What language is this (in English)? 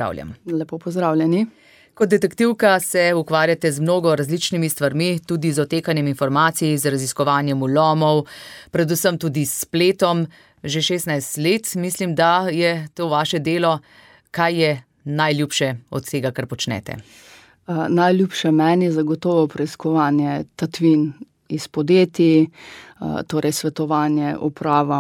Slovenian